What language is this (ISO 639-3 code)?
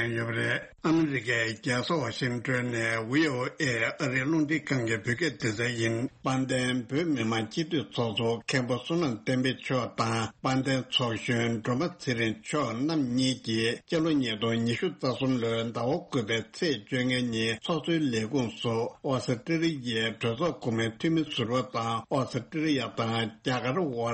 bod